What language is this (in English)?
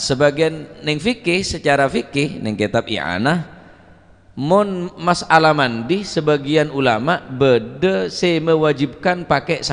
Madurese